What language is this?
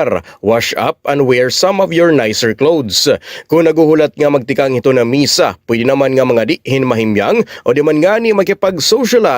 Waray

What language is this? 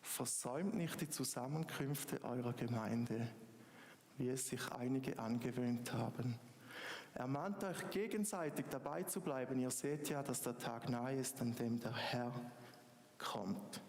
Swiss German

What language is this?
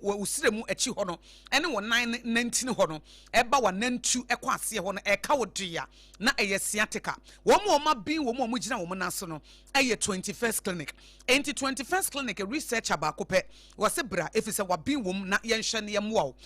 Akan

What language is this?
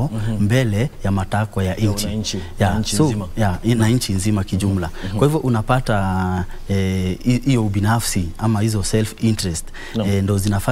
Swahili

